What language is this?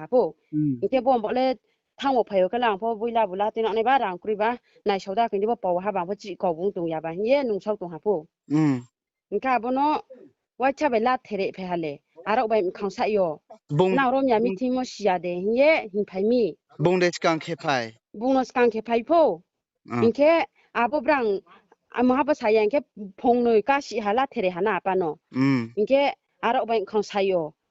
Riang (India)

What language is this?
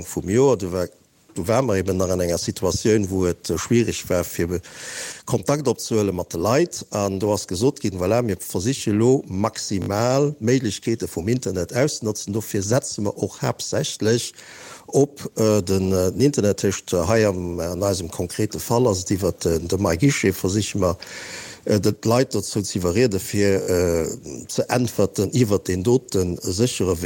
Luxembourgish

